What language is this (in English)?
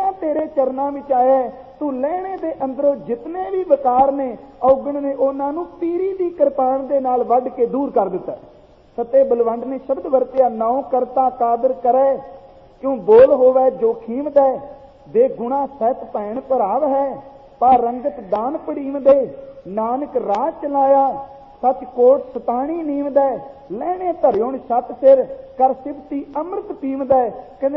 Punjabi